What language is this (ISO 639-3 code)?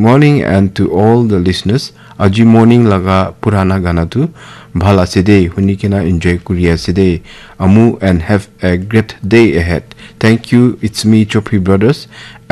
nag